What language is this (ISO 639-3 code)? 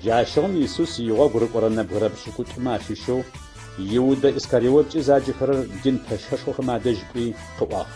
ady